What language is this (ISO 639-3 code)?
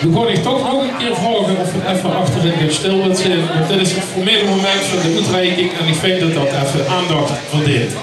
lim